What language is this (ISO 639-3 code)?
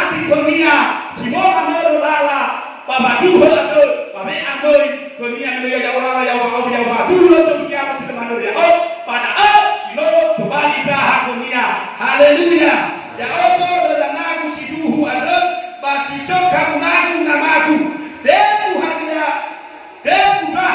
nia